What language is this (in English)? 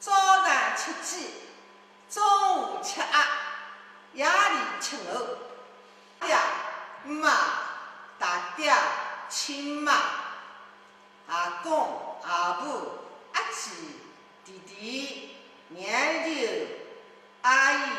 Wu Chinese